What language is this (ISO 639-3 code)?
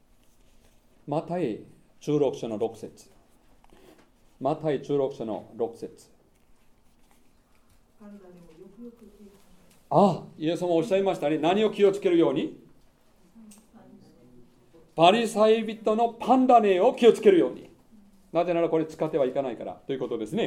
jpn